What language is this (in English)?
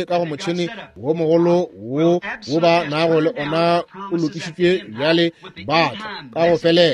Northern Sotho